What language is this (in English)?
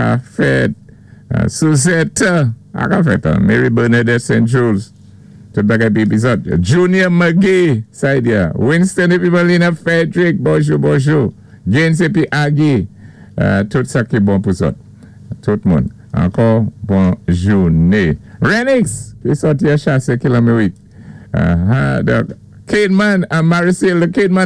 Saint Lucian Creole French